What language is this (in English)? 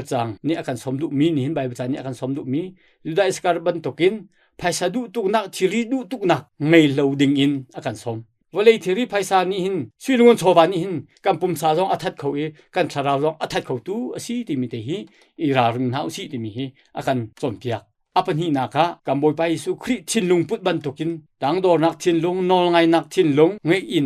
Hakha Chin